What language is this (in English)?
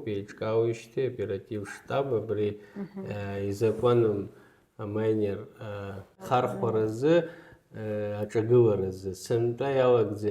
Abkhazian